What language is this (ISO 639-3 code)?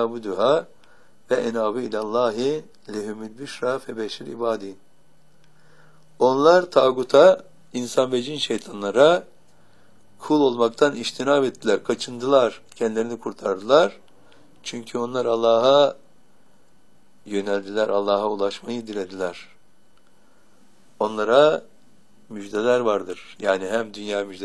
tur